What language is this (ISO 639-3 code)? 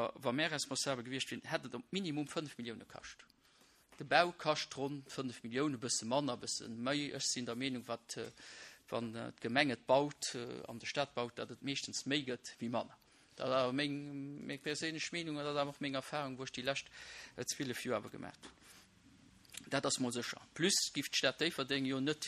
ltz